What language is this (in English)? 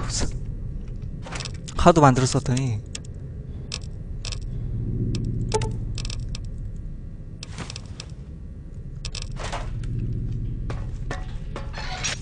Korean